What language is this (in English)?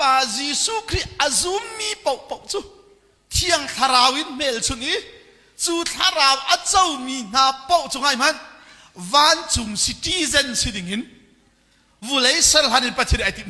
Hakha Chin